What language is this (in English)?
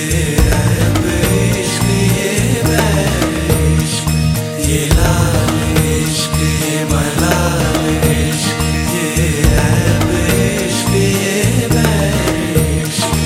Hindi